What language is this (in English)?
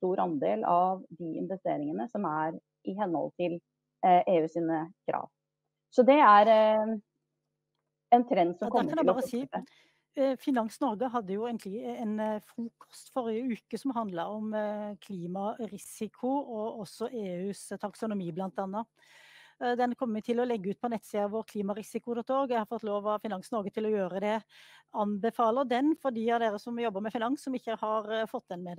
Norwegian